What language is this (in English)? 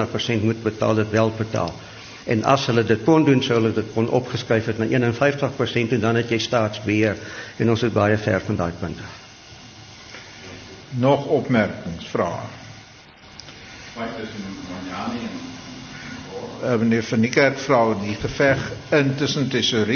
Afrikaans